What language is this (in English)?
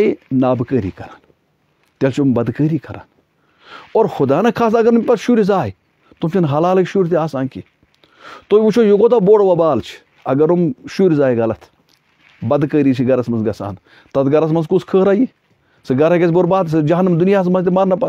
Kashmiri